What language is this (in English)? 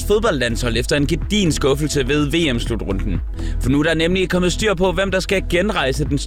Danish